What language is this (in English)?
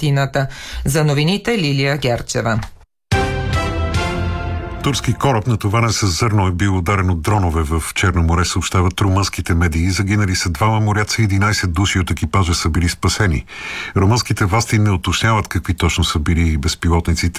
Bulgarian